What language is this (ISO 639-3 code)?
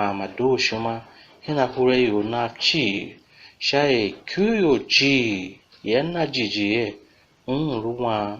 tiv